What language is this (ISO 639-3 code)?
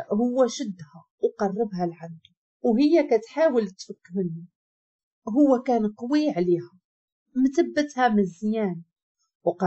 ary